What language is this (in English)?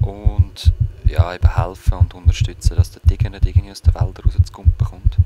Swiss German